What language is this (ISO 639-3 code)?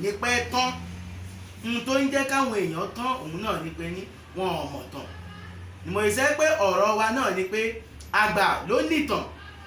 yor